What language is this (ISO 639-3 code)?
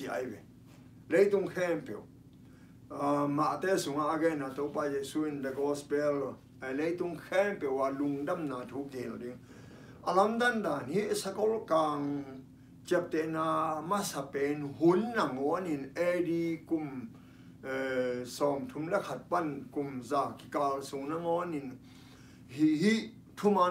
ctd